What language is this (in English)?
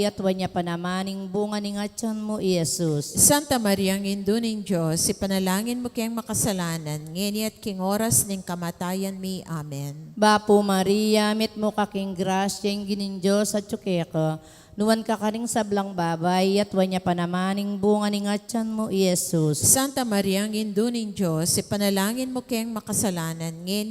Pampanga